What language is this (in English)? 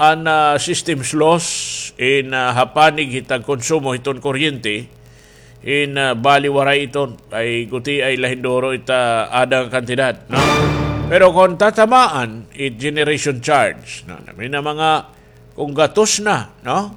Waray